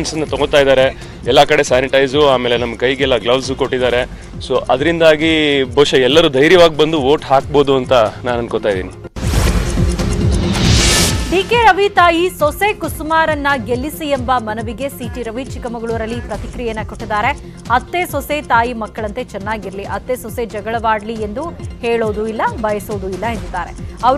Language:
Kannada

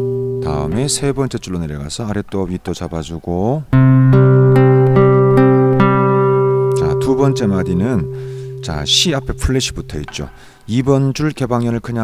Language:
Korean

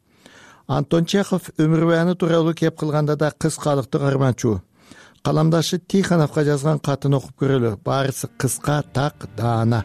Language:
Kyrgyz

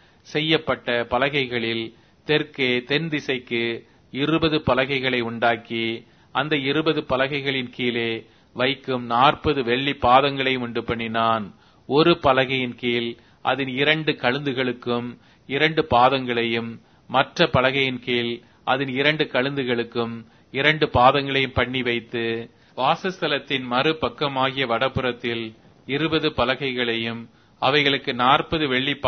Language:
Tamil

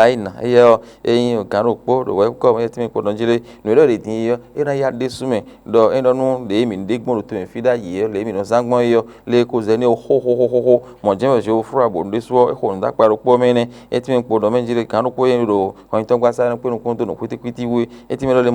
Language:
Fon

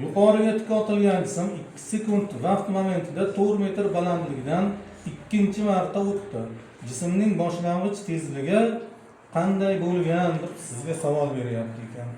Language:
Uzbek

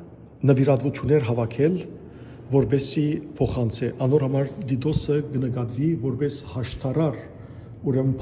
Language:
Western Armenian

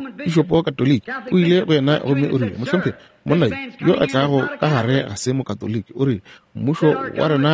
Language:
Northern Sotho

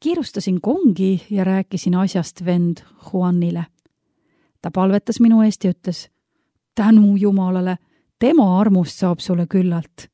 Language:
Estonian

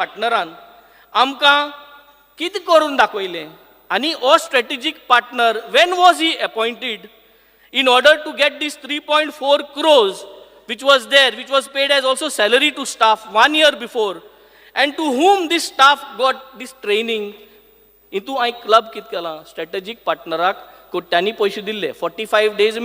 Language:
Konkani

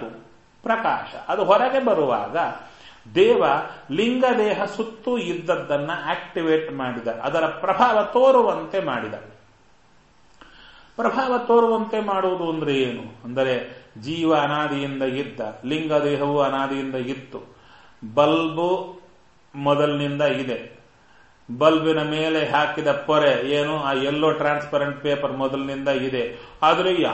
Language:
Kannada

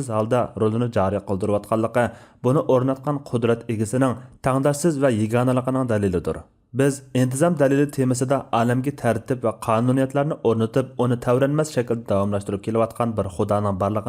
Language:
Uyghur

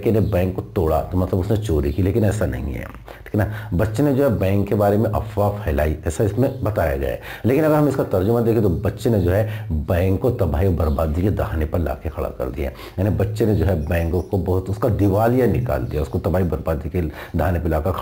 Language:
Hindi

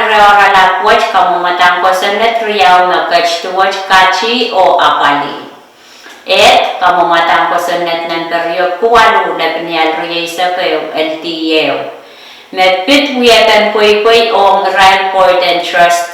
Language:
Pohnpeian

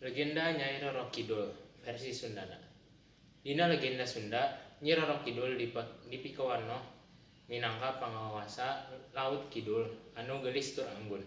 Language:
Sundanese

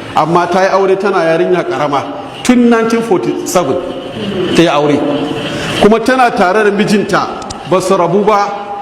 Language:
Hausa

